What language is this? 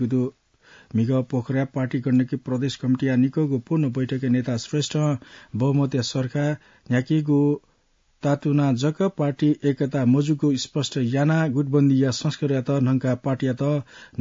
Newari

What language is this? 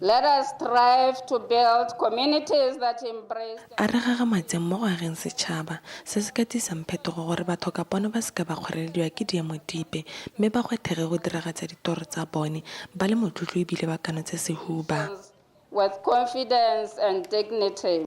Tswana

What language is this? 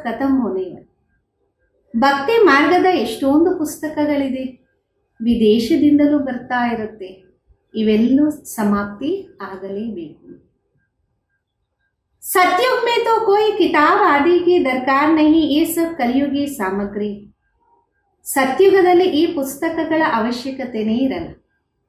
Kannada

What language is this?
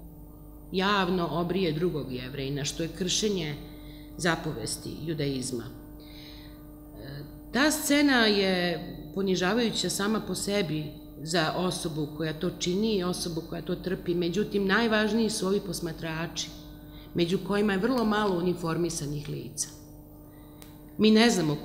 Serbian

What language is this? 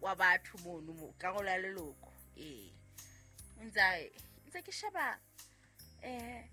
Southern Sotho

